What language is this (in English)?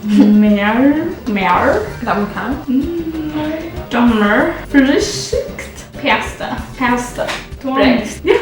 Faroese